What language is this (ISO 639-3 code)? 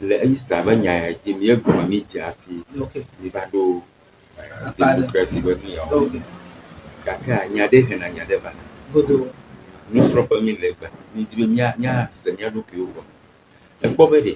ewe